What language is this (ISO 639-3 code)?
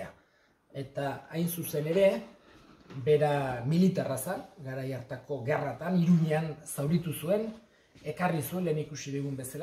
eus